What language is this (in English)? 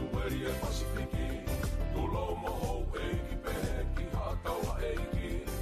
Tongan